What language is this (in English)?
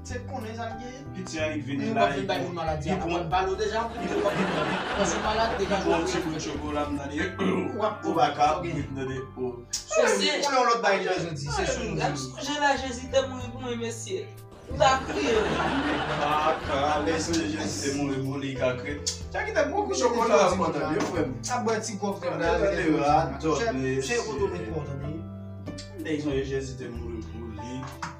Haitian Creole